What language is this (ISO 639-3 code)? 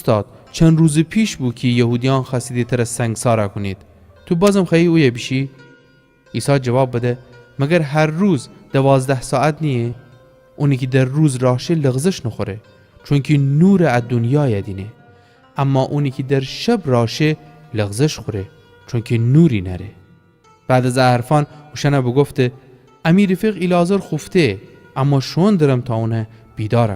glk